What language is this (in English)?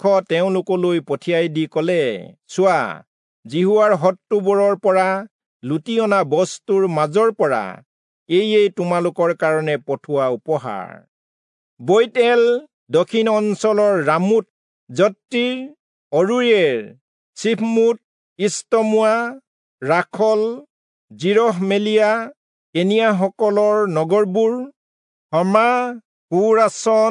Assamese